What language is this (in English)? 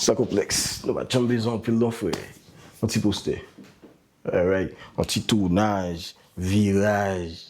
Haitian Creole